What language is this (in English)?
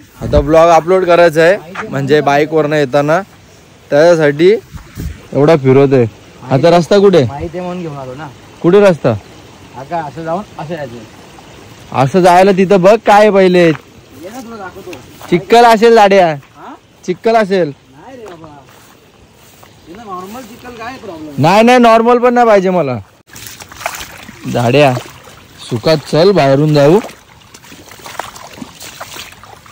Marathi